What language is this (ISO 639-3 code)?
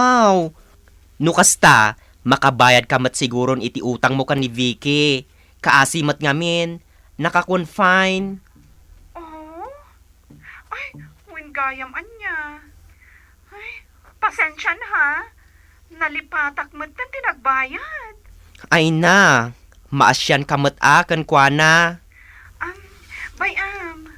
ilo